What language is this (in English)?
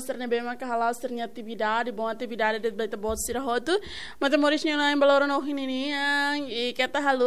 Tetum